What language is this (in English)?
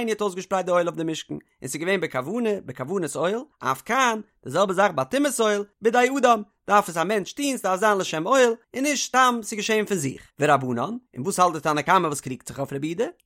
Yiddish